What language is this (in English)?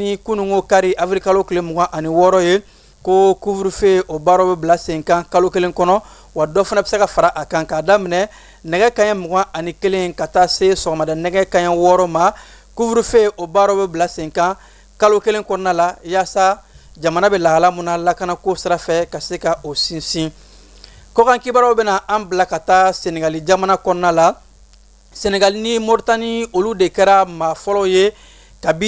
Bambara